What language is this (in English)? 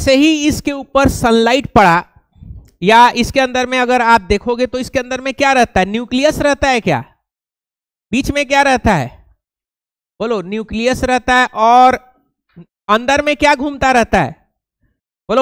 Hindi